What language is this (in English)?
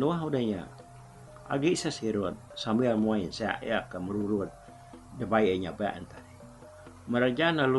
Iban